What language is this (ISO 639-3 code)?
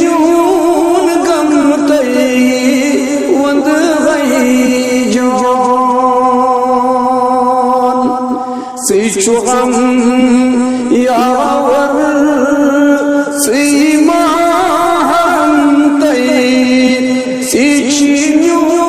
kas